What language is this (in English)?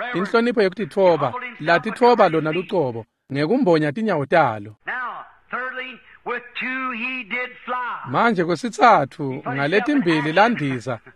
Swati